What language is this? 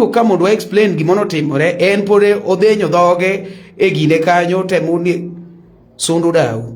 Luo (Kenya and Tanzania)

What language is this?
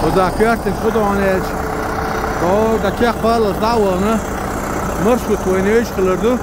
Chechen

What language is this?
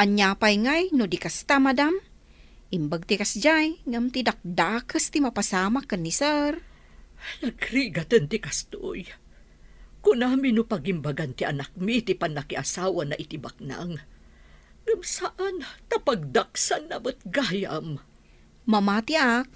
Iloko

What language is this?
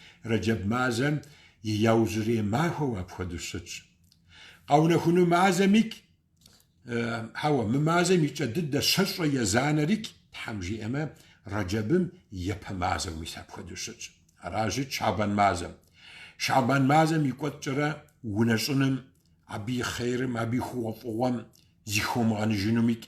Kabardian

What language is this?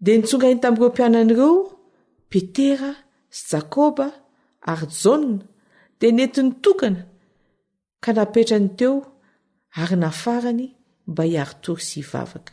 Malagasy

